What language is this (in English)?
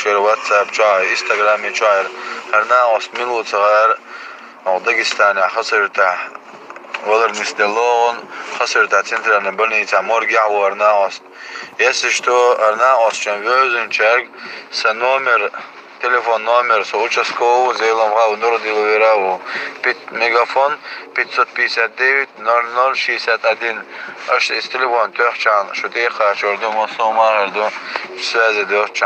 Chechen